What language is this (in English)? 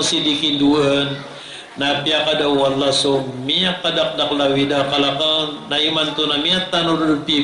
Maranao